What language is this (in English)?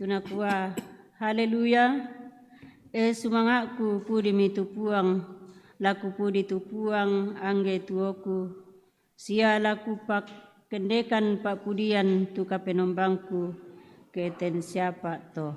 Toraja-Sa'dan